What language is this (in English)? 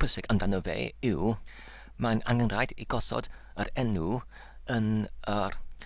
Welsh